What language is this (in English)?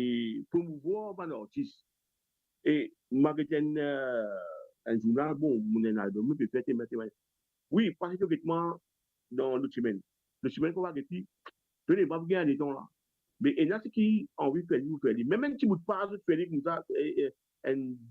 Morisyen